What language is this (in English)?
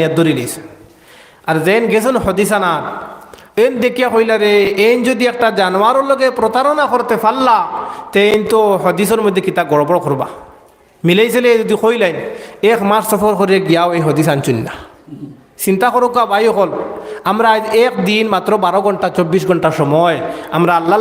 Sylheti